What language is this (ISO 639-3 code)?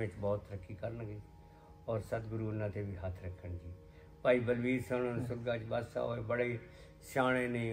pan